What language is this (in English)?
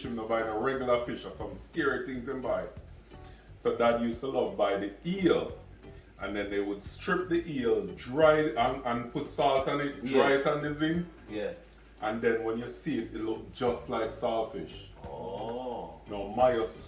Jamaican Creole English